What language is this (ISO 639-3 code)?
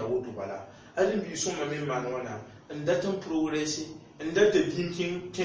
mos